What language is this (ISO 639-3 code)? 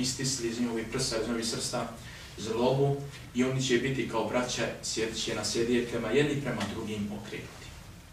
bos